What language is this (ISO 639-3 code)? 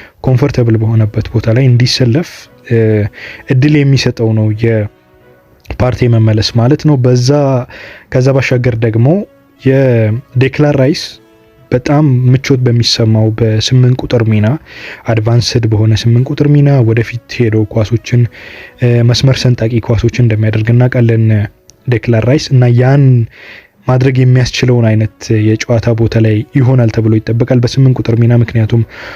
amh